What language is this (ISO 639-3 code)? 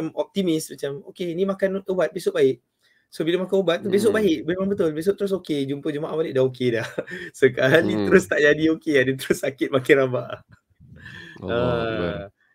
msa